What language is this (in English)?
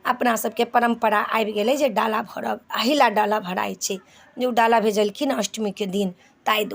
Maithili